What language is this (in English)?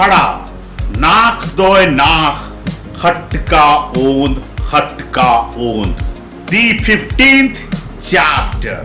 Kurukh